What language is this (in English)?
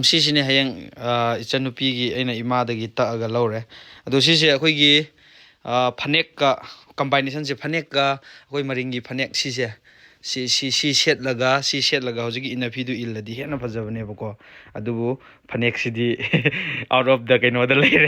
Manipuri